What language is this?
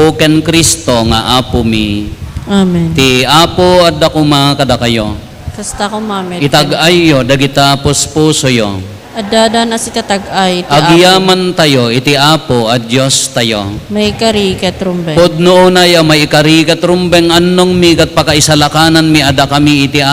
Iloko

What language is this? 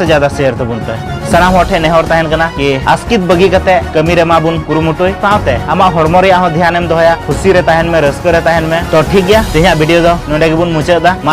Santali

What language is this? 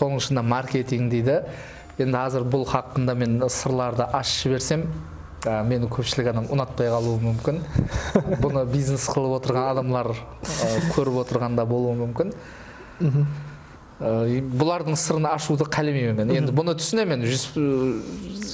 Kara-Kalpak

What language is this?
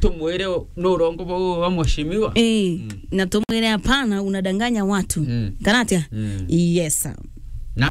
Meru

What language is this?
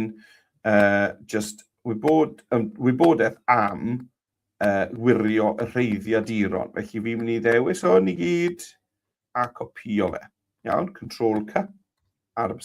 Welsh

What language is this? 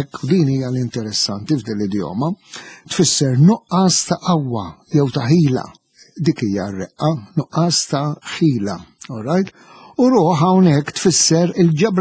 Maltese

